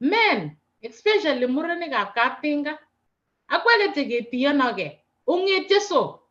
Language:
Kalenjin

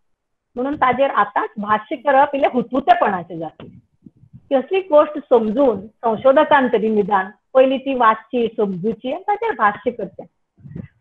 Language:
Konkani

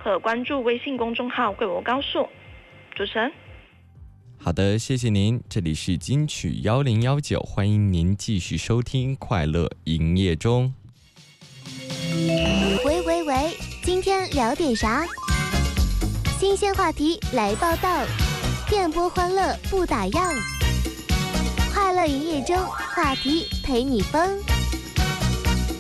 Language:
Chinese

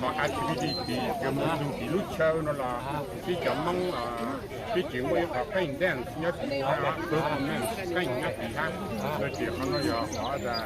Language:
Hmong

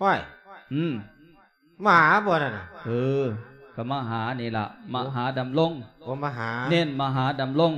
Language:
Lao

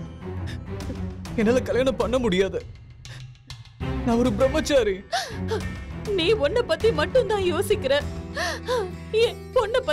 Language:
Tamil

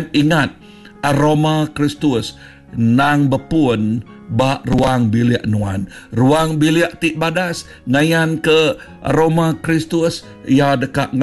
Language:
Iban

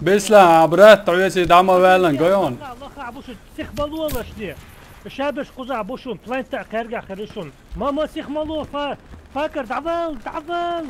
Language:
Chechen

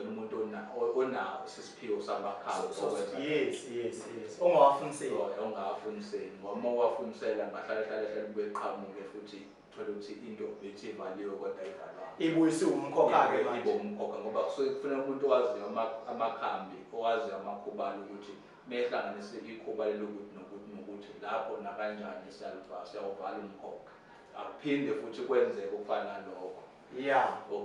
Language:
Zulu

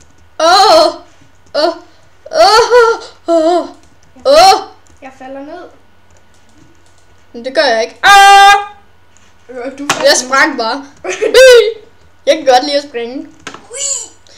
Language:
Danish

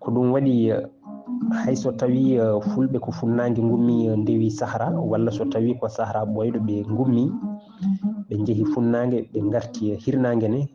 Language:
Fula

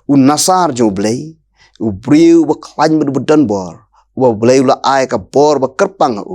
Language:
Khasi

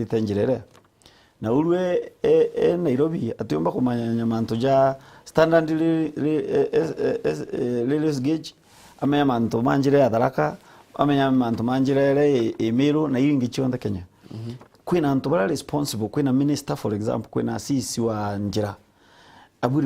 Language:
Meru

